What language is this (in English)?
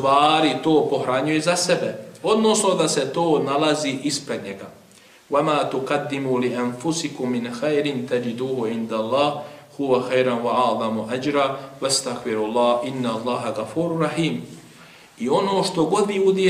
Bosnian